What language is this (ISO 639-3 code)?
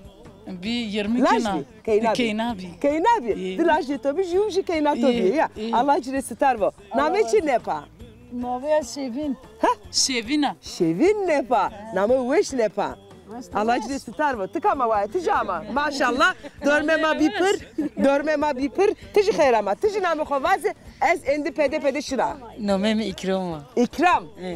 zza